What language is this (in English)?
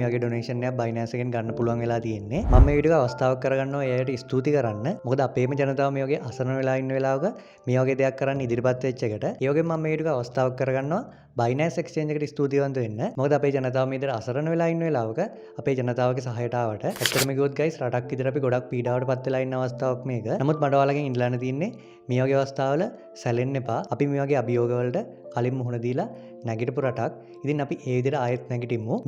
Sinhala